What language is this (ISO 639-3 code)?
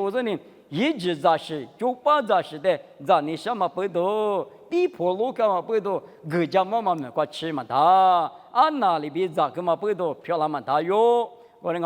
lis